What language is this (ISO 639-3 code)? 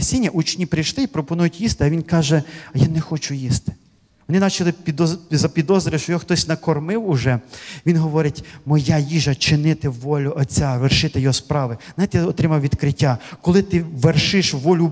ukr